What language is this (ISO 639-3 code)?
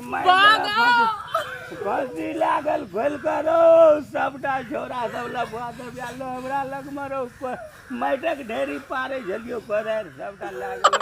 mai